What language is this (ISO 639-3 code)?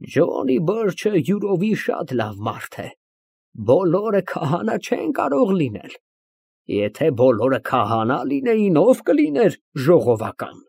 hye